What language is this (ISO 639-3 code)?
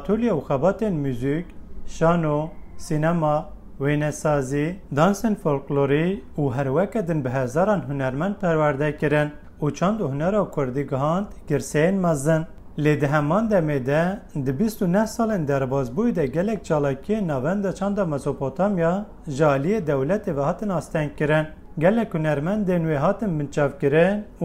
kur